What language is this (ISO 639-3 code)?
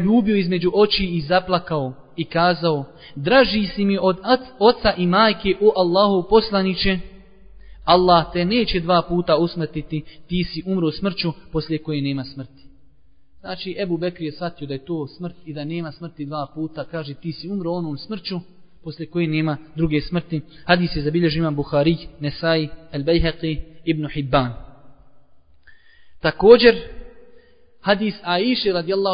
bos